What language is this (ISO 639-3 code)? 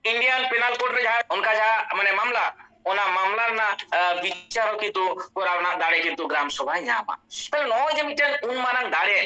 sat